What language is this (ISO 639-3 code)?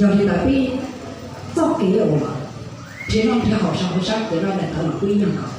hmn